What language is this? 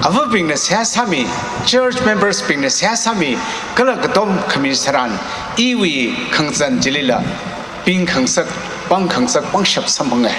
Tangkhul Naga (India)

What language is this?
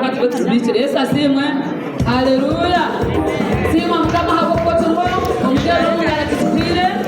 Nyankole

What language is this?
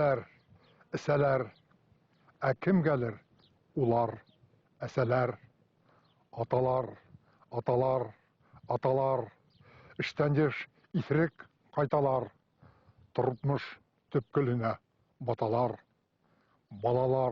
Bashkir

